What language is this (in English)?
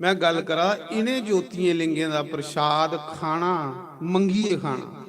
Dogri